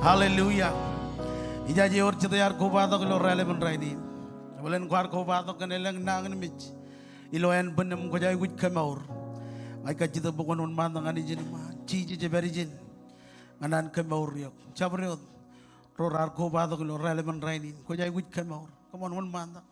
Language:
Marshallese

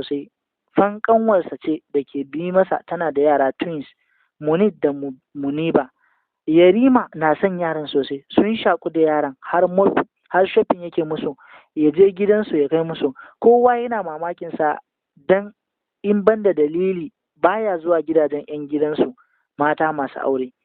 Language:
Hausa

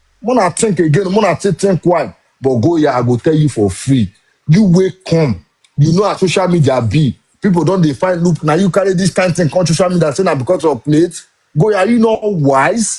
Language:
Nigerian Pidgin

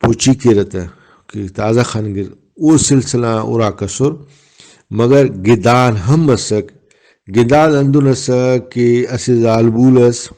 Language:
Brahui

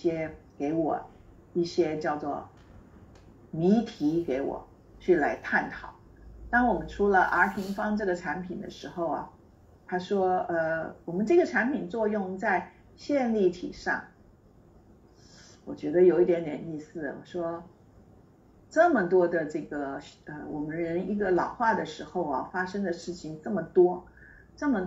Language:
Chinese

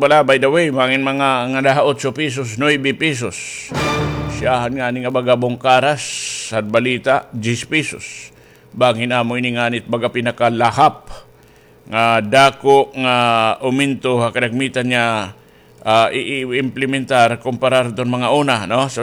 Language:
Waray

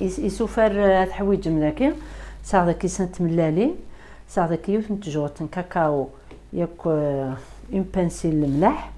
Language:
Kabyle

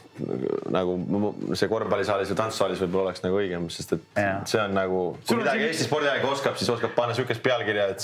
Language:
Estonian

